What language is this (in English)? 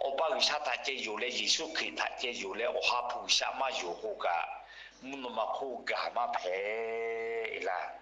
Lahu